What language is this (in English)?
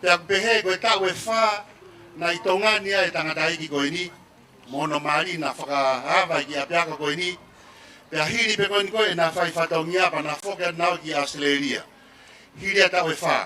Tongan